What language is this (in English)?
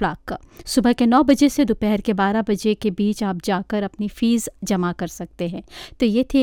Hindi